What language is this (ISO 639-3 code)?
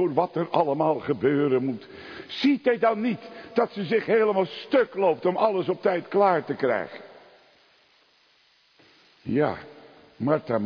nld